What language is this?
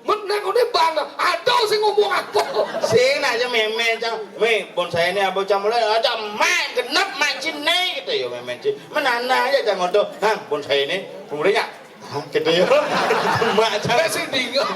Balinese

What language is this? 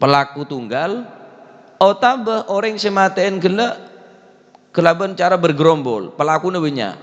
Madurese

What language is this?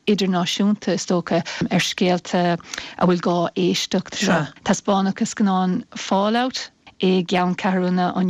Irish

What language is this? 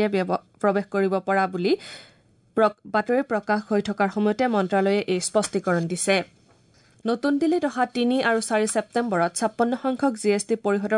Assamese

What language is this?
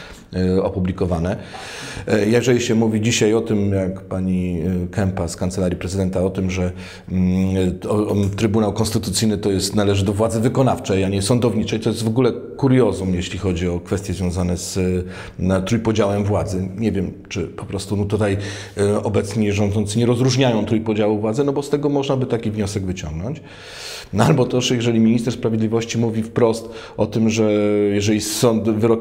Polish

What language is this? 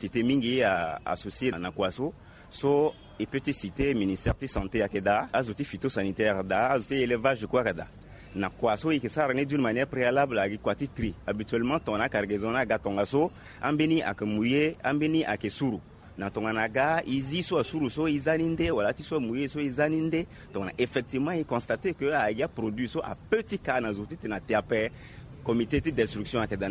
Sango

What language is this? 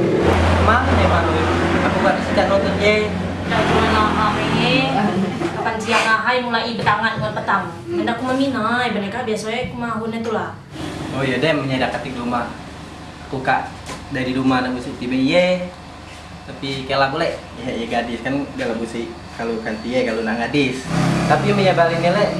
Musi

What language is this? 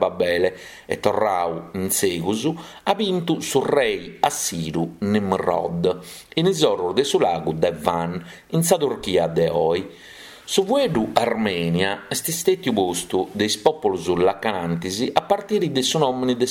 Sardinian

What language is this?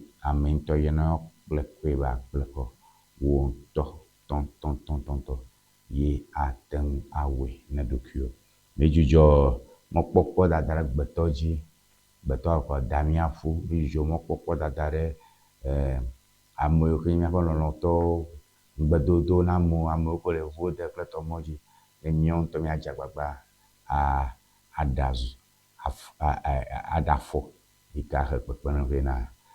Ewe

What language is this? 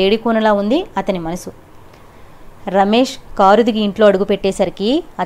Telugu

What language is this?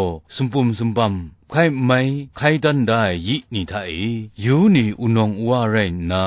Kachin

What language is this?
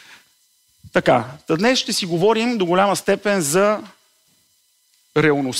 Bulgarian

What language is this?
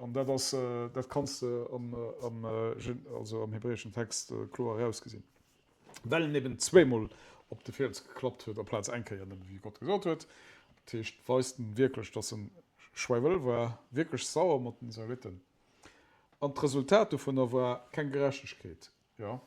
Luxembourgish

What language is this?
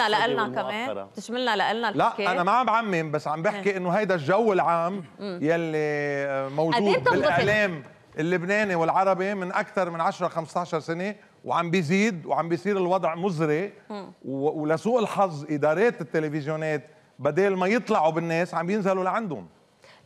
North Levantine Arabic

